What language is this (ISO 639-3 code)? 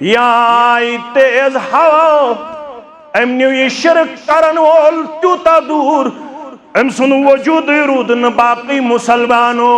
kas